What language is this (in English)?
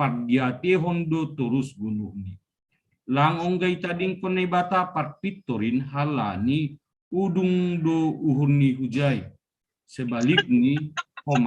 Batak Simalungun